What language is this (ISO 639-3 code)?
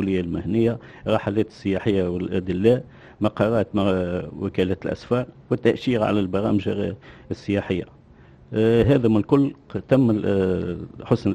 aeb